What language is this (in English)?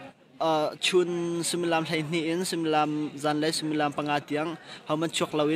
Hakha Chin